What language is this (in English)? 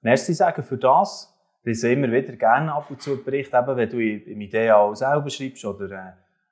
Swiss German